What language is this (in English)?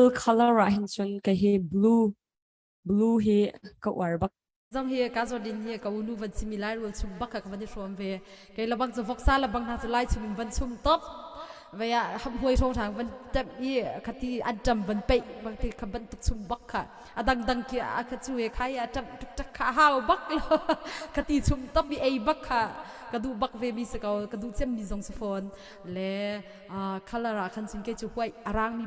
Hakha Chin